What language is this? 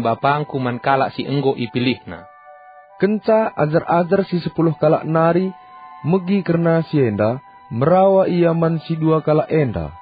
Batak Karo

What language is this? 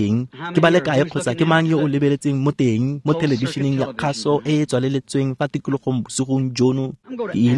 Tswana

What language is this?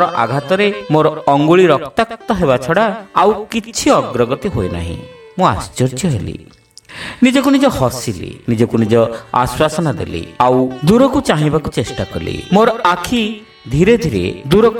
Odia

